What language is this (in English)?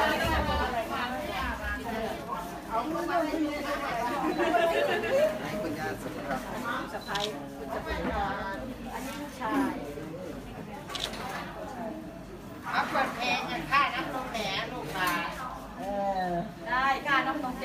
Thai